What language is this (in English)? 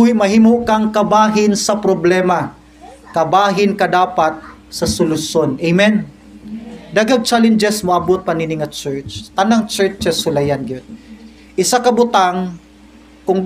Cebuano